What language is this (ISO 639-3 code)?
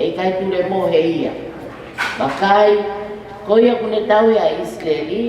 ton